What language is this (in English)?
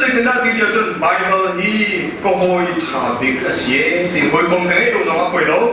Hakha Chin